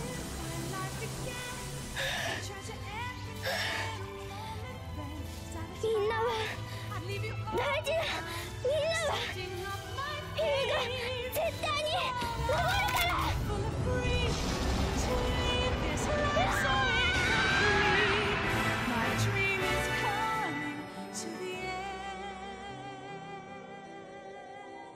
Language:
Japanese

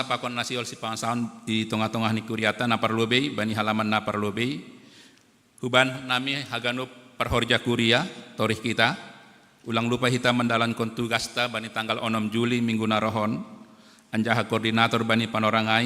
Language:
Batak Simalungun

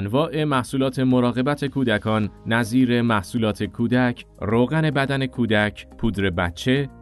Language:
Persian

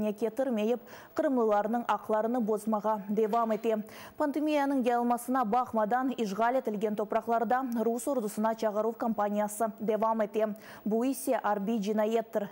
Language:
Crimean Tatar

